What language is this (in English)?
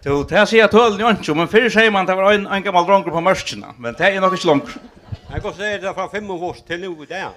Faroese